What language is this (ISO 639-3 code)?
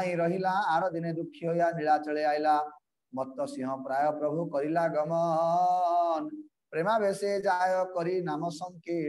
ori